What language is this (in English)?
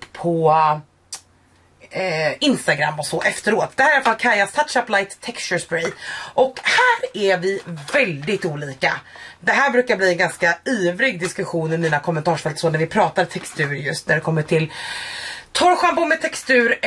Swedish